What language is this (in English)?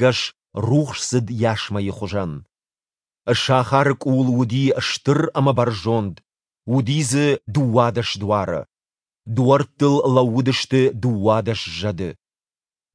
Ossetic